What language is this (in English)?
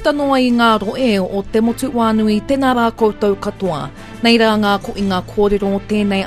Māori